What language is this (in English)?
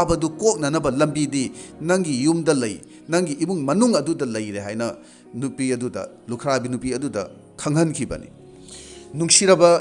Manipuri